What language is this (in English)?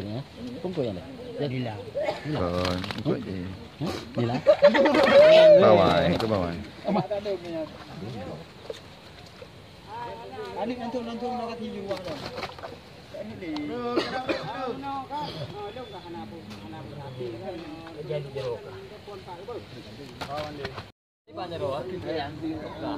Malay